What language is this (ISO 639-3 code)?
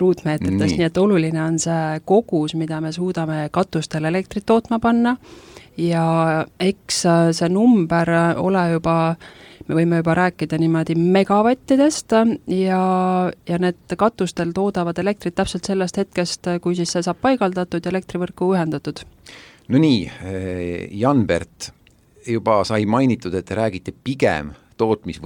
est